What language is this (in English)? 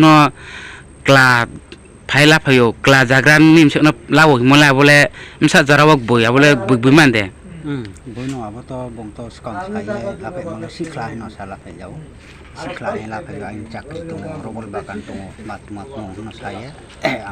Riang (India)